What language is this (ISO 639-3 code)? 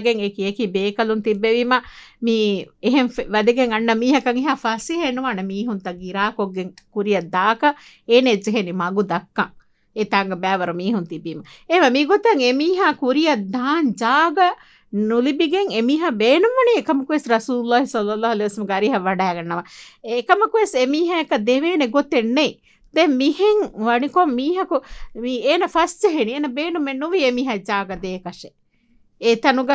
div